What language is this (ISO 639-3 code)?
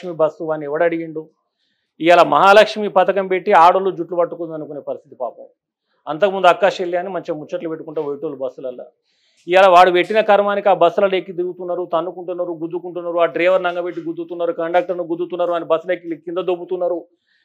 tel